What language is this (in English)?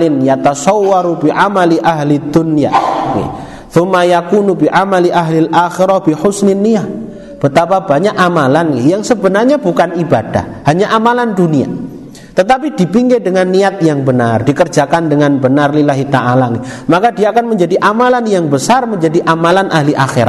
Indonesian